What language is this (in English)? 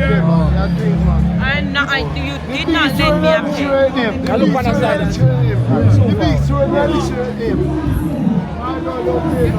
Jamaican Creole English